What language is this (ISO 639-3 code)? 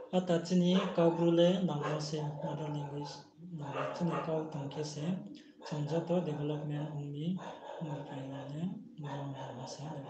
ria